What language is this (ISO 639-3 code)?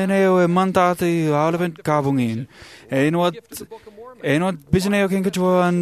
mah